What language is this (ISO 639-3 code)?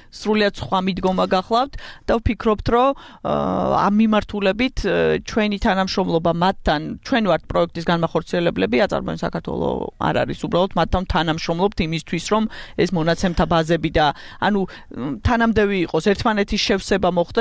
kat